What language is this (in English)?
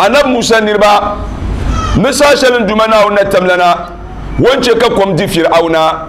Dagbani